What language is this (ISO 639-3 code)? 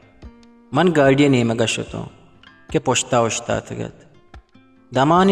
bgp